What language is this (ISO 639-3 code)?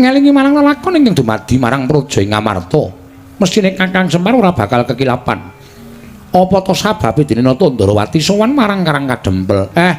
jav